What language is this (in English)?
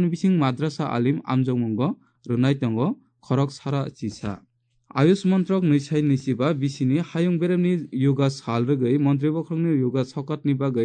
Kok Borok